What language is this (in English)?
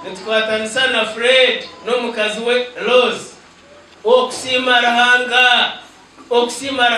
Nyankole